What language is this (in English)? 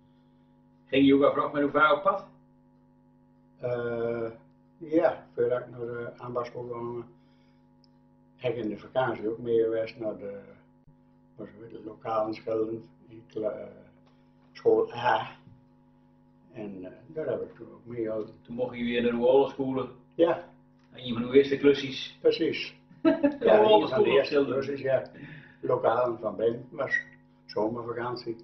Dutch